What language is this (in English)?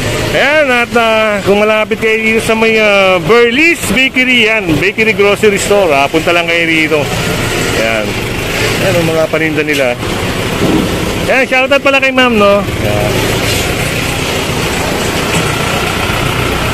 Filipino